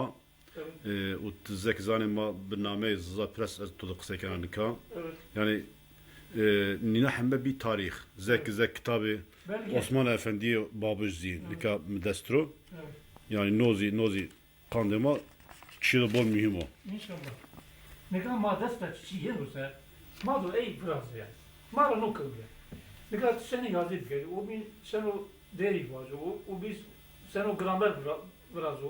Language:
Zaza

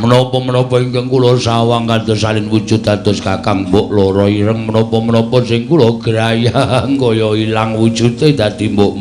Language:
Javanese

